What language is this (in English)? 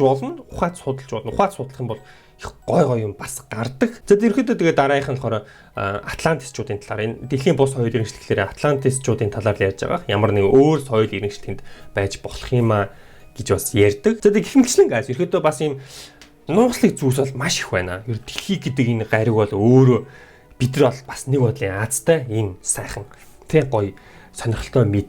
Mongolian